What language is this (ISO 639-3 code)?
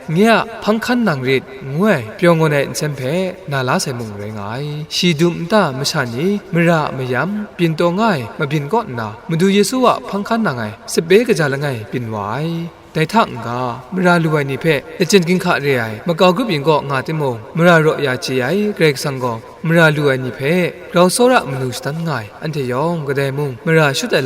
kac